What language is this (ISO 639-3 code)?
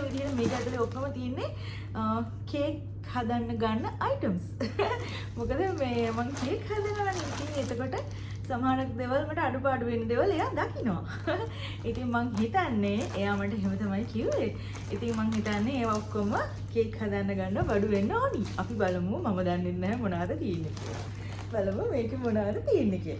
sin